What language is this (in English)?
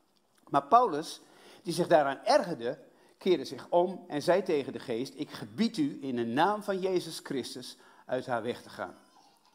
Dutch